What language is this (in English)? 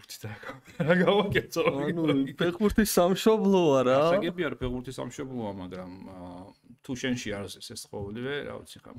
Georgian